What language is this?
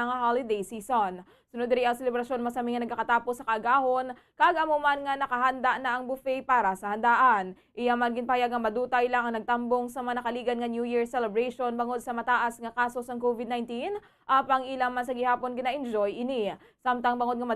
Hiligaynon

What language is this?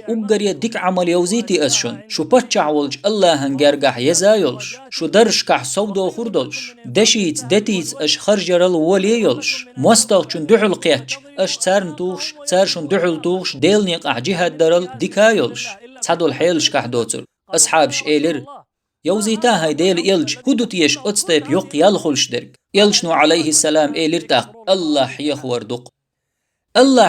Chechen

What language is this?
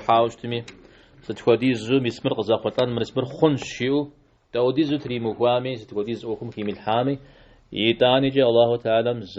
Kabardian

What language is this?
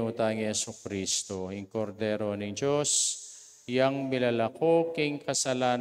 Pampanga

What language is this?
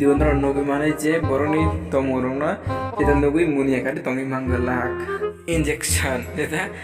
Kok Borok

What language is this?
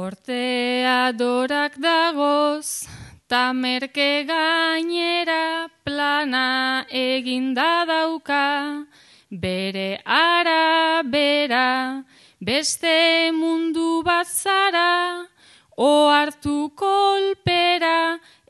Basque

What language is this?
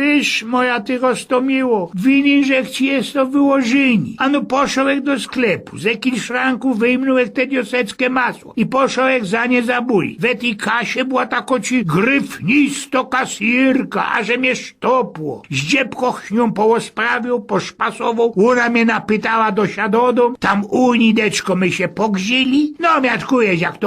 Silesian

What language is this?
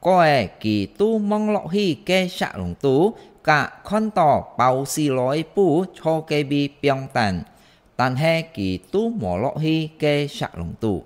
Hakka Chinese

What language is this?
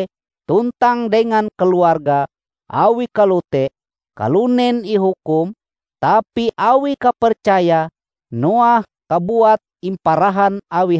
Ngaju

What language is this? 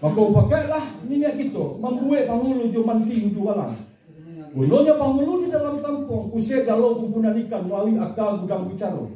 Minangkabau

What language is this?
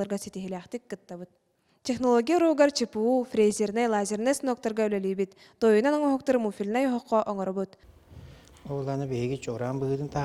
Yakut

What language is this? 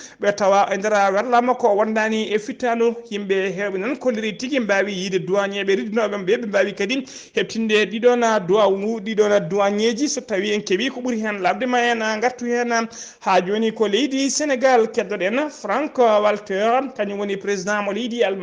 Fula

